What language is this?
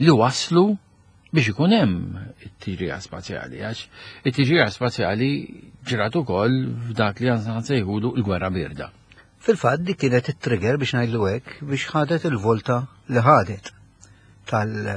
Maltese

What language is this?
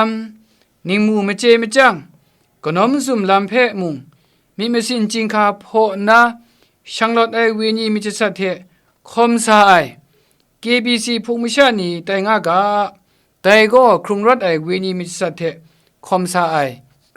Kachin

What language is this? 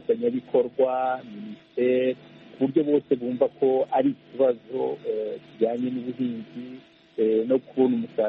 Kinyarwanda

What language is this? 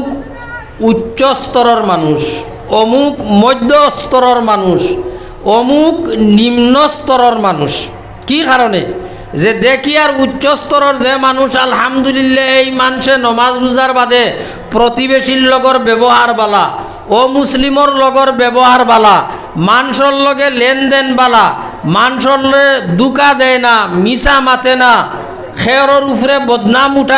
Sylheti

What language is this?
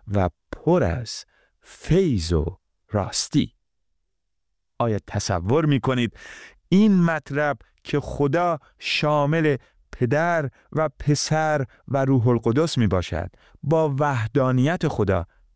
Persian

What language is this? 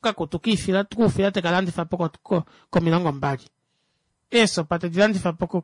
Kuanyama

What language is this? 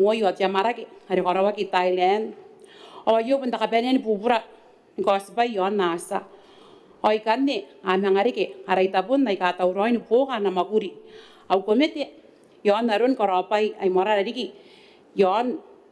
Gilbertese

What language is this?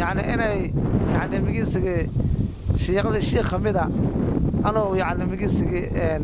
Somali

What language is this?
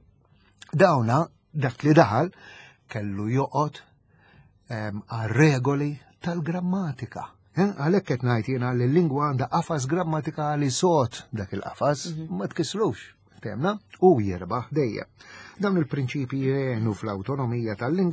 Maltese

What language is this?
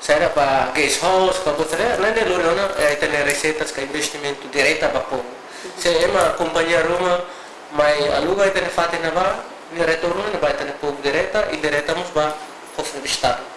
Tetum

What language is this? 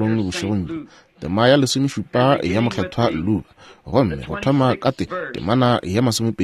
Northern Sotho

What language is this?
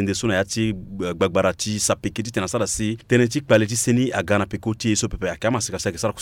Sango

